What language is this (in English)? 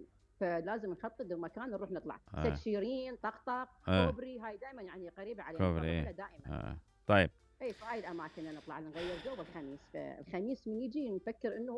Mesopotamian Arabic